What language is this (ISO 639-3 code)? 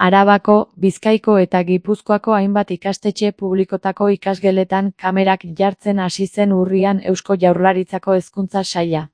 eus